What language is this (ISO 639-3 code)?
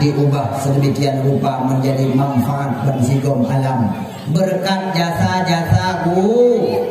ace